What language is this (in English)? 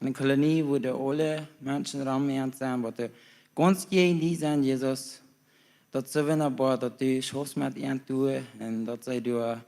Plautdietsch